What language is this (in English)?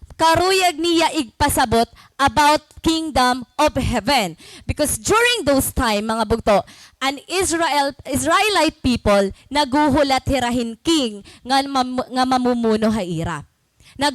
Waray